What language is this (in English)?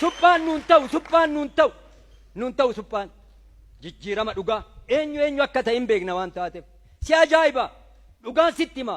Oromo